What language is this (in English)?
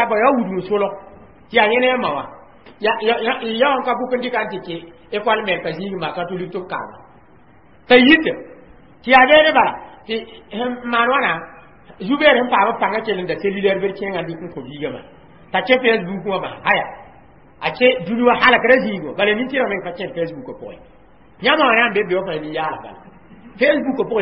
Mossi